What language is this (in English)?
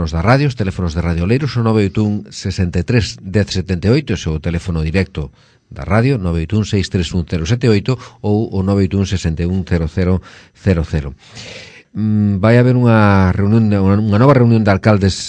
Galician